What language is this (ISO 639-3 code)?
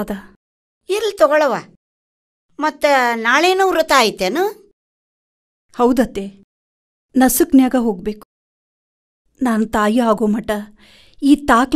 kan